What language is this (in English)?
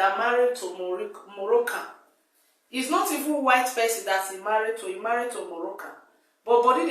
Nigerian Pidgin